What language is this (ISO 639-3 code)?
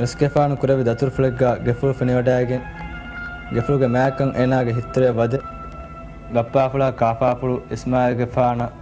div